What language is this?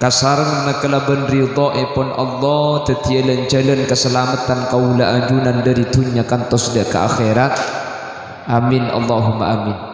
Madurese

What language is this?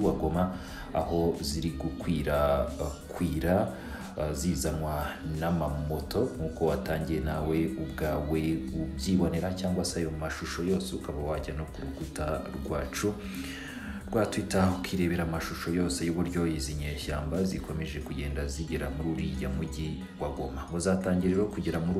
Kinyarwanda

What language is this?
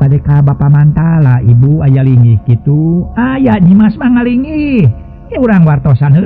Sundanese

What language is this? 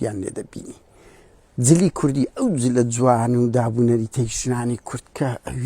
Central Kurdish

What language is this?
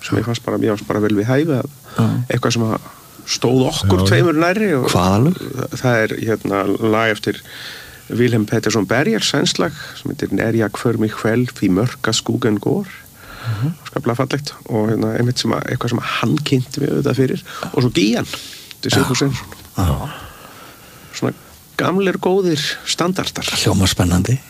Icelandic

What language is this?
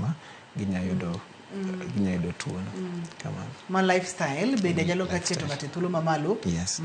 Luo (Kenya and Tanzania)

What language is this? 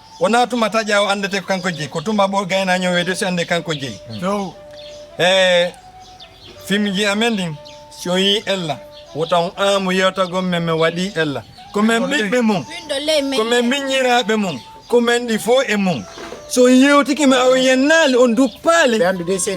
Fula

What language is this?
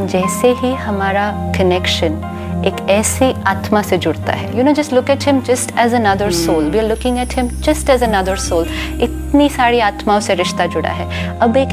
Hindi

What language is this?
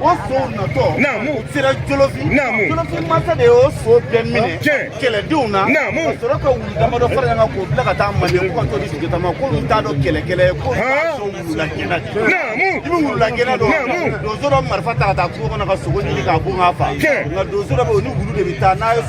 Bambara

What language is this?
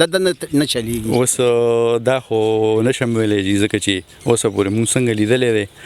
Pashto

